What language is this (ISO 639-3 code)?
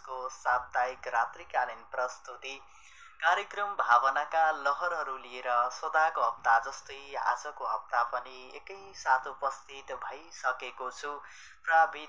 nep